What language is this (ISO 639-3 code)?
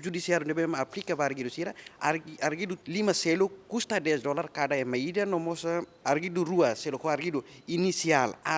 tet